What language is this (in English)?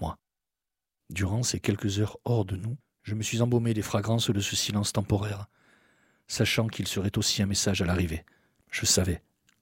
French